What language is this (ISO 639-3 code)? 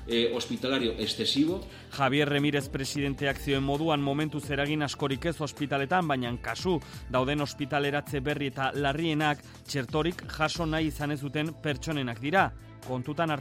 eus